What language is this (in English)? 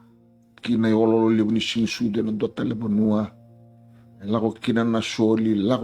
Fijian